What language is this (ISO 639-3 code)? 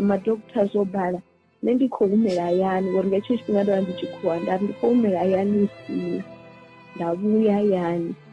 ven